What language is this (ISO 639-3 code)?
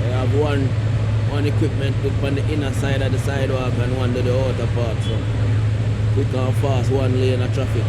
jam